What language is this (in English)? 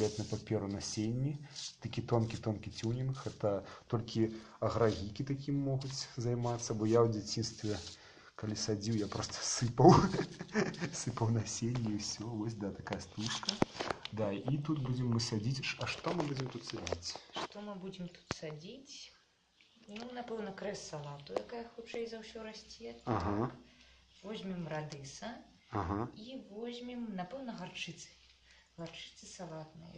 Belarusian